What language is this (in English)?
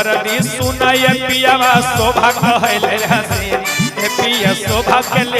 Magahi